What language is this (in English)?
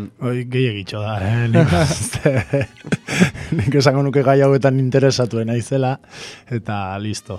Basque